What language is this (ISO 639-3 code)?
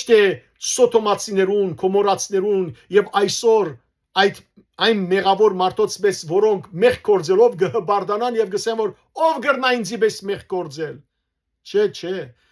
hyw